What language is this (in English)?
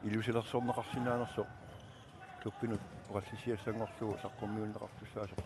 Kalaallisut